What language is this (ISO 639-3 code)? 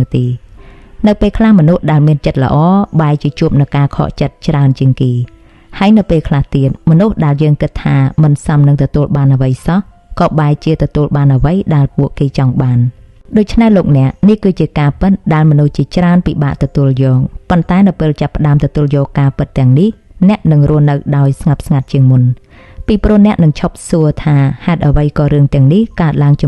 khm